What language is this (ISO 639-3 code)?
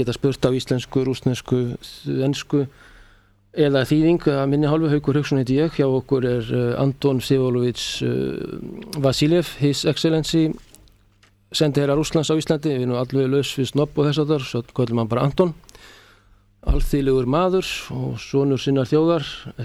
isl